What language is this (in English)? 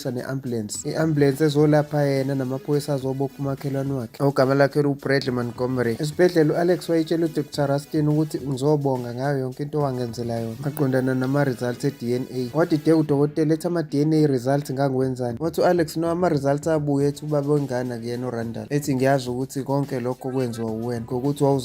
Zulu